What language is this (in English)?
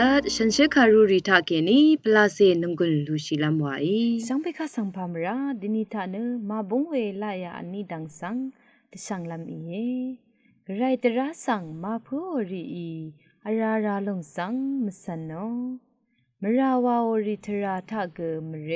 Rawang